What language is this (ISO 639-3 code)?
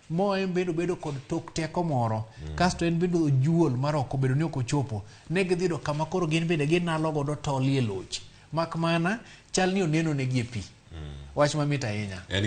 luo